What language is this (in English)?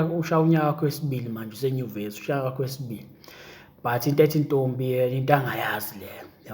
Zulu